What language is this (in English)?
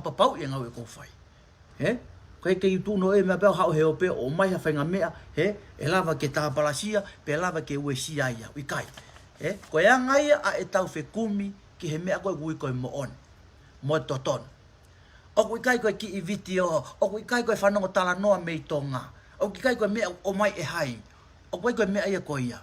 Tongan